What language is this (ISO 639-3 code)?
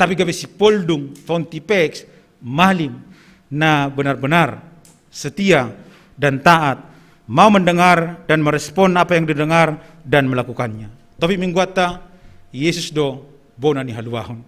bts